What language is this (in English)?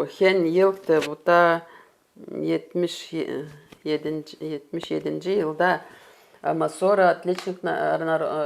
Gagauz